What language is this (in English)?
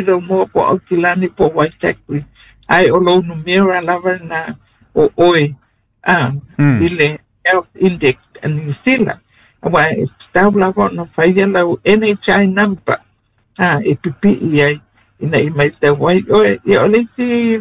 Samoan